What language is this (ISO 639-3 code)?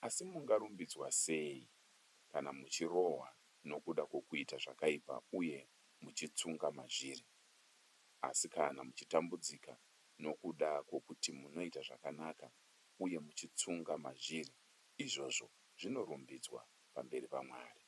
sna